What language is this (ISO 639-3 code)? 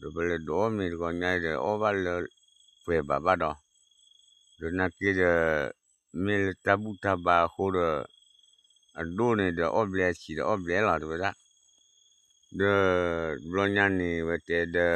ksw